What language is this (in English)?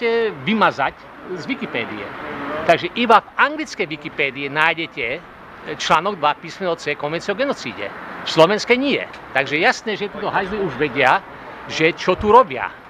Slovak